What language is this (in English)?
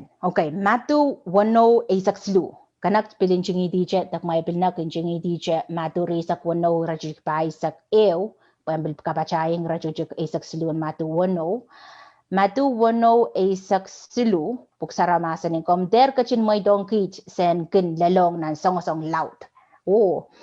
Pohnpeian